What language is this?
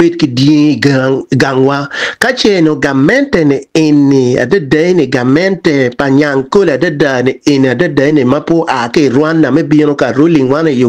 Acoli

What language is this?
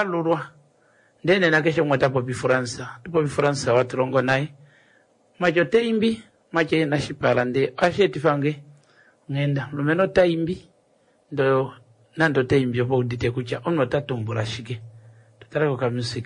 Kuanyama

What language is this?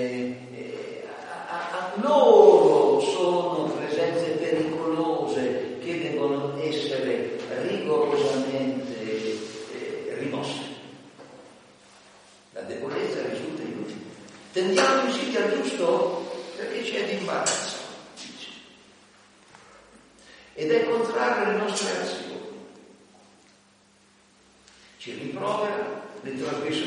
Italian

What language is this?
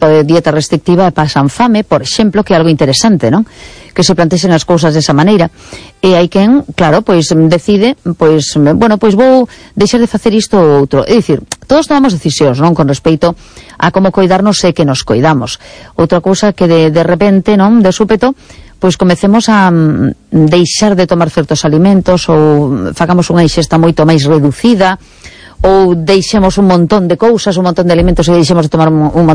Galician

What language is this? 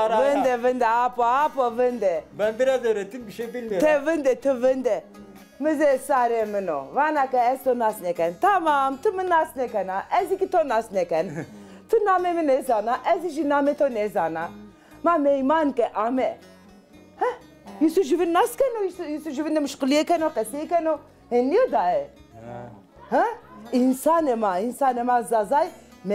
Zaza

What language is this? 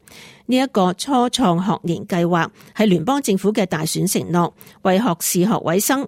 Cantonese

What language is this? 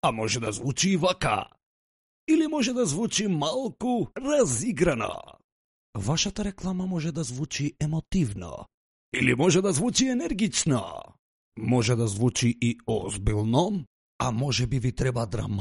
Macedonian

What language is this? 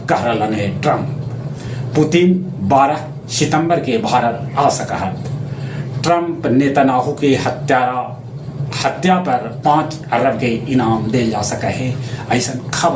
Magahi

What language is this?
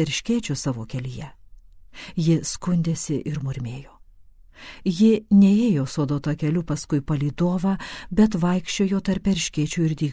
Lithuanian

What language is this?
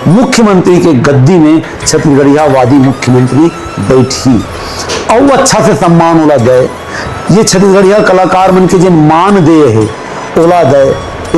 Chhattisgarhi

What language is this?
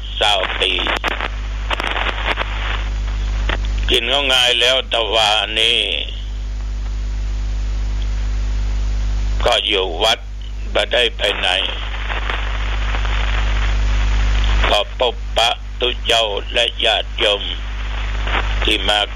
Thai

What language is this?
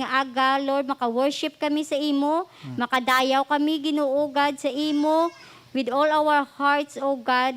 Hiligaynon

